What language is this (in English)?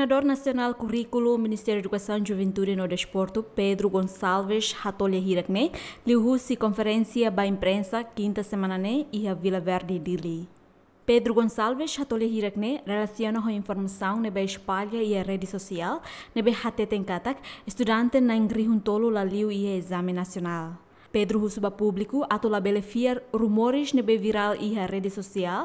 Tetum